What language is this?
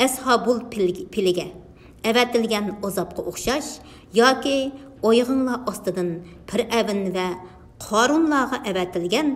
Uyghur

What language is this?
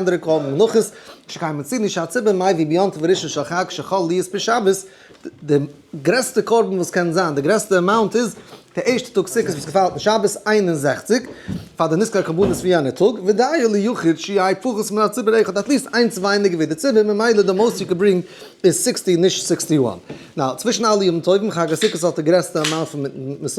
Yiddish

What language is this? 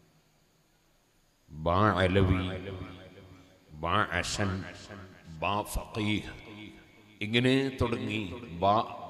Malayalam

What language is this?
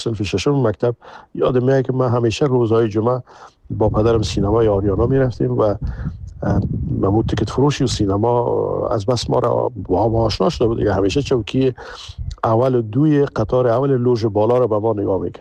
Persian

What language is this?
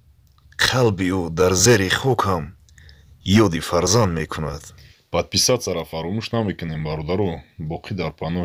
Tajik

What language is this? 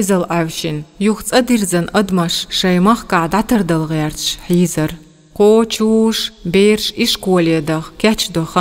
Chechen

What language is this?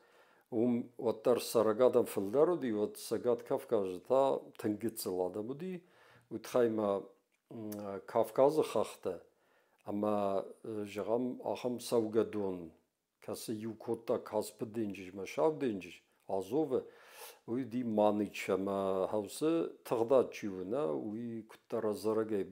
Ossetic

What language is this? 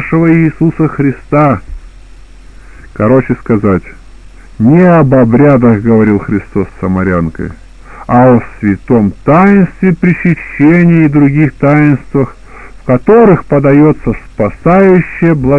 Russian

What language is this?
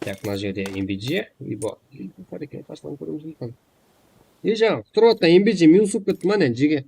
Kara-Kalpak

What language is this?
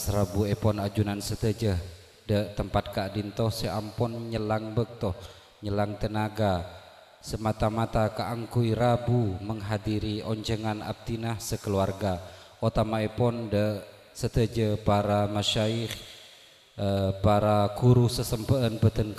Madurese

